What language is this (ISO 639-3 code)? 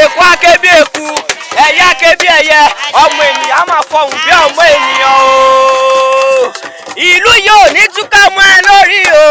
yor